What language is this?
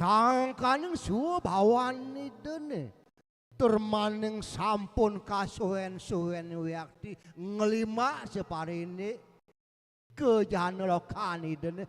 Balinese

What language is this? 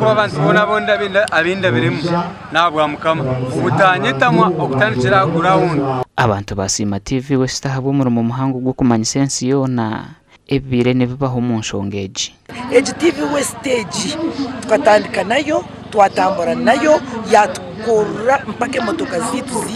Nyankole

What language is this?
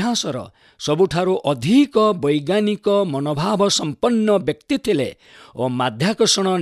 Odia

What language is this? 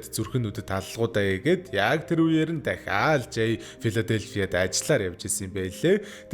Mongolian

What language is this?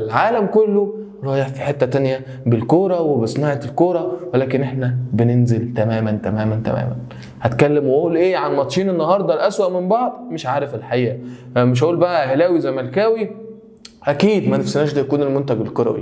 Egyptian Arabic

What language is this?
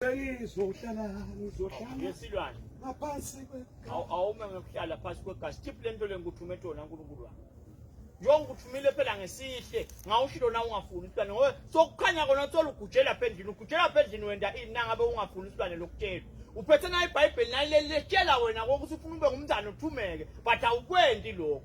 Swati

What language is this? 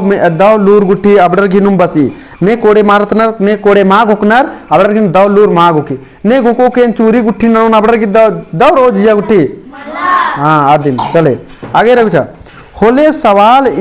Kurukh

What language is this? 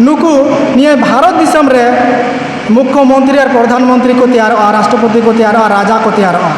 Santali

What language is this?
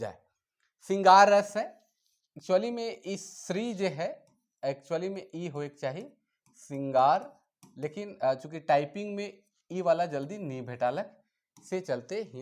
Sadri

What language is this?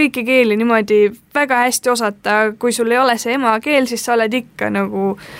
Estonian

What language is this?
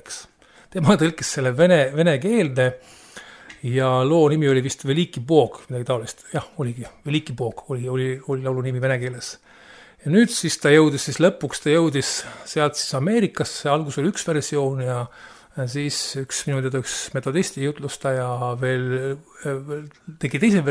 Estonian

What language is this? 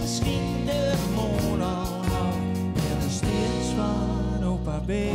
Gronings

